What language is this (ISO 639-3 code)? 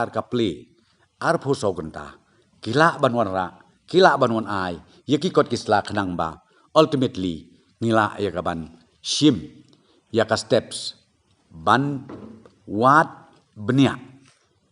kha